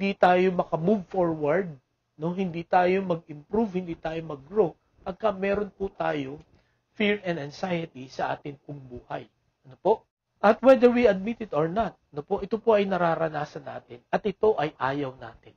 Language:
Filipino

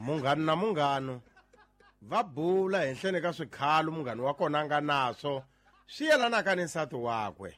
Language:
Tsonga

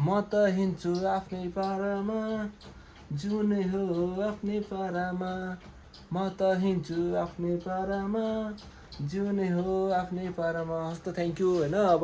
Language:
Nepali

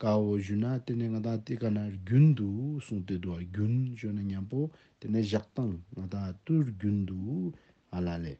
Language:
Ladakhi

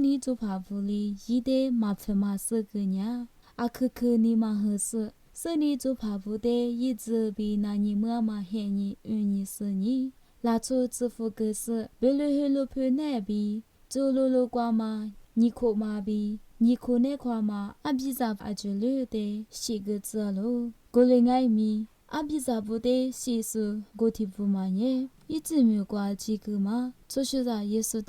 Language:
Lisu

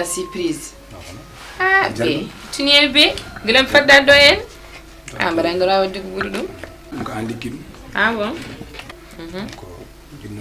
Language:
Fula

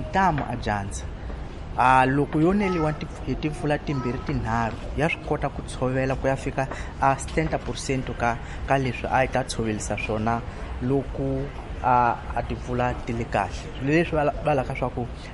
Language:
Tsonga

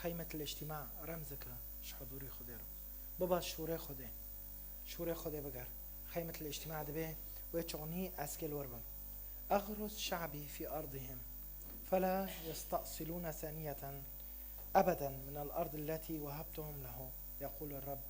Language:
Kurdish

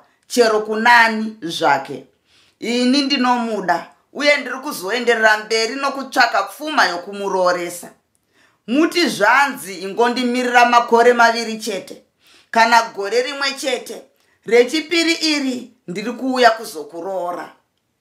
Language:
Shona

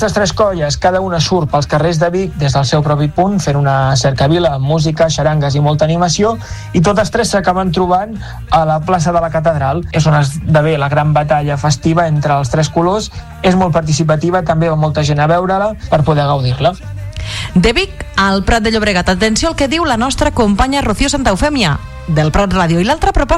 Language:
Catalan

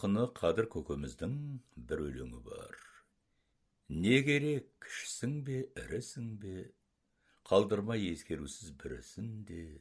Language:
Kazakh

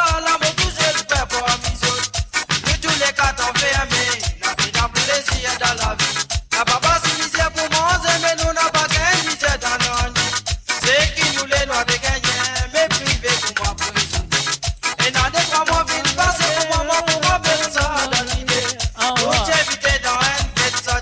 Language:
Morisyen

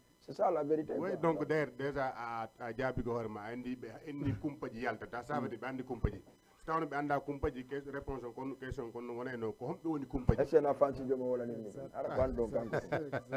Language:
Fula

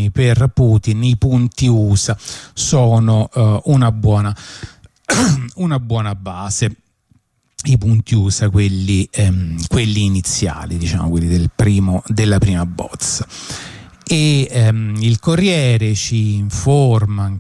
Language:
Italian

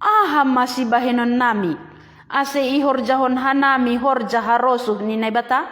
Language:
Batak Simalungun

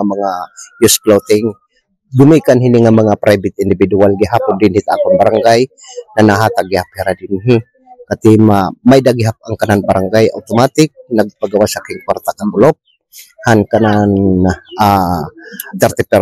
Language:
Waray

